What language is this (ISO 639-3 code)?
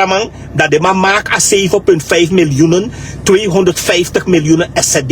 srn